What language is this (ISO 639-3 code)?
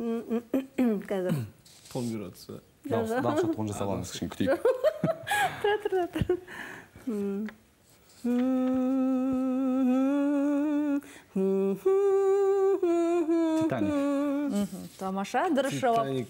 kaz